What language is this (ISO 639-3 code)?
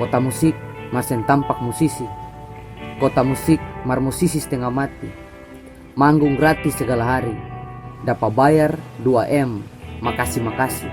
abs